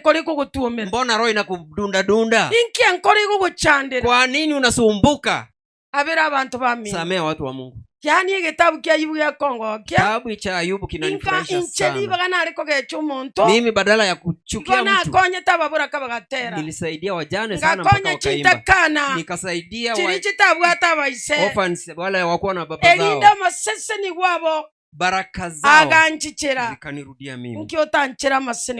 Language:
Gusii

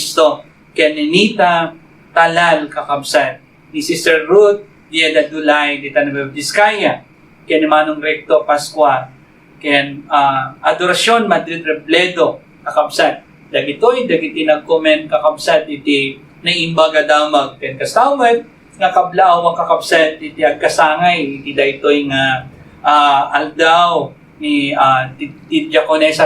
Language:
Iloko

